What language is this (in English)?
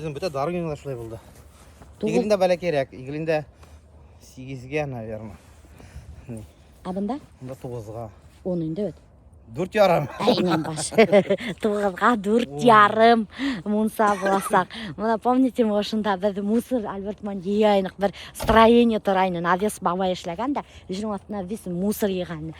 Bashkir